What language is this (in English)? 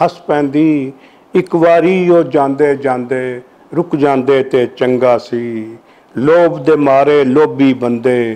Western Panjabi